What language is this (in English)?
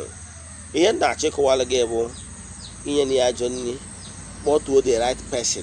Igbo